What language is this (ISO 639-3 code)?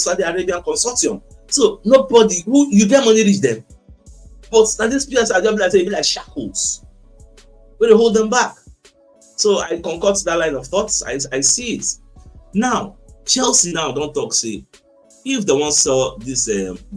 pcm